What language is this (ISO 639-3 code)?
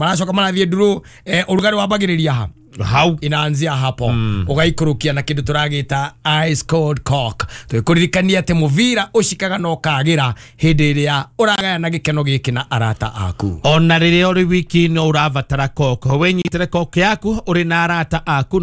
kik